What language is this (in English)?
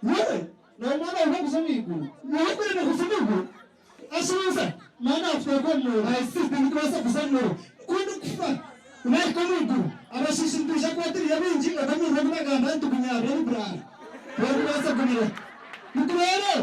Nyankole